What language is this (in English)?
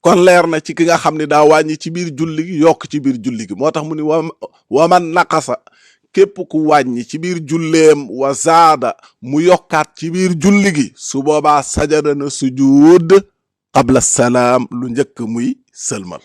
Wolof